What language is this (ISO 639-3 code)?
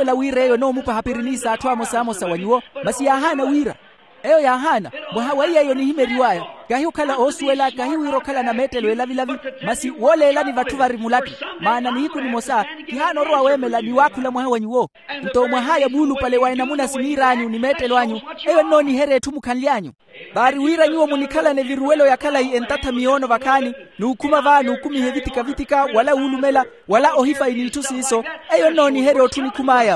vmw